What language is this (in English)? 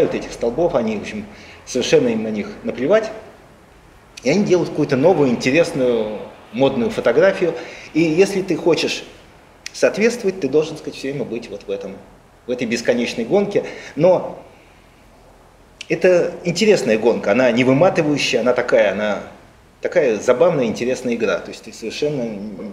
Russian